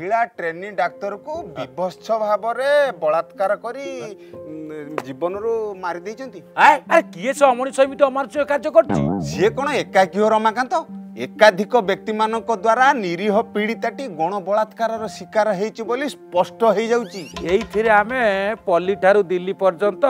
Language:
Odia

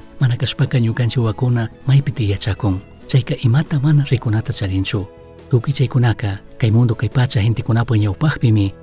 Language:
Chimborazo Highland Quichua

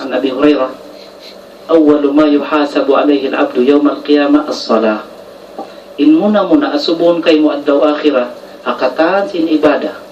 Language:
Tausug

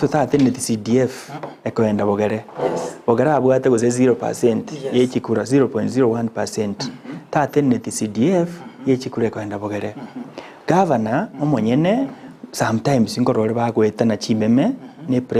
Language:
Gusii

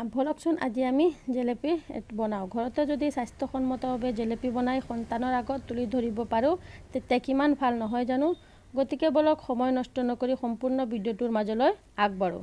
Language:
Assamese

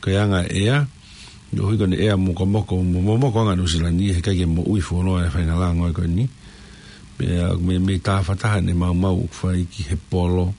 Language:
Tongan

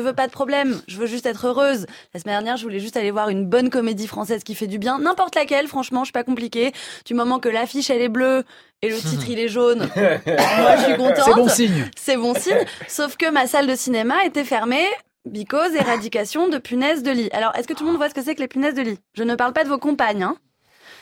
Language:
French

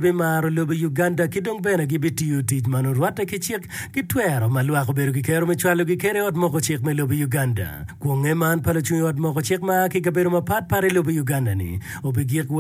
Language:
Acoli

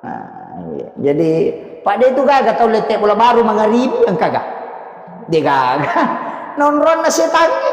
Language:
Buginese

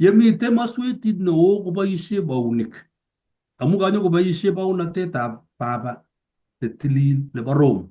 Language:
Kalenjin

